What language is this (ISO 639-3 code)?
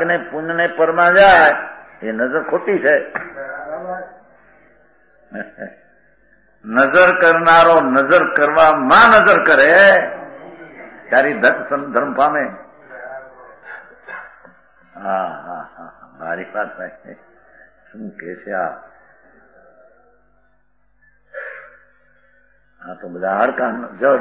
guj